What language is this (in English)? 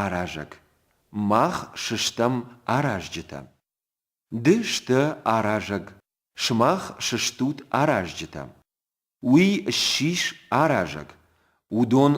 Ossetic